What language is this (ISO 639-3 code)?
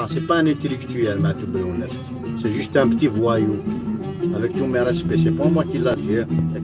kab